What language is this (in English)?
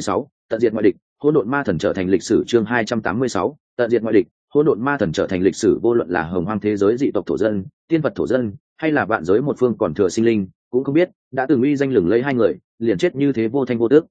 Vietnamese